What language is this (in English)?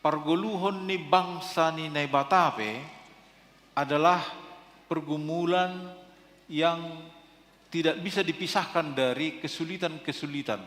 Batak Simalungun